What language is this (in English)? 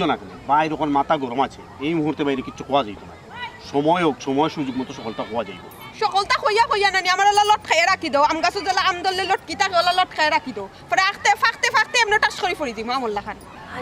Sylheti